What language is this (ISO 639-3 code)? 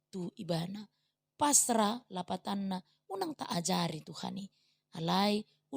bbc